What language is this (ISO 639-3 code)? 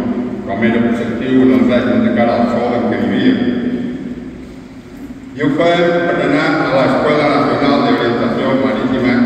cat